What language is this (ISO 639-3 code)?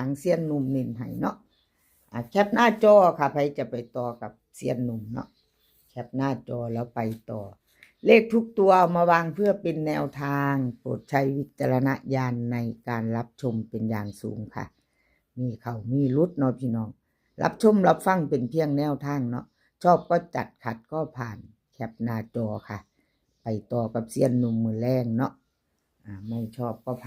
tts